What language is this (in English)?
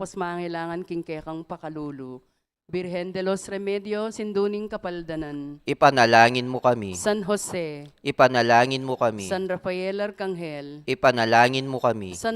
Pampanga